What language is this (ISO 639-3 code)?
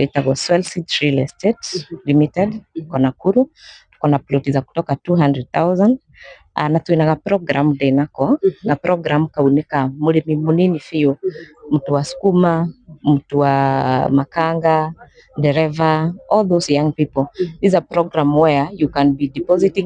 kik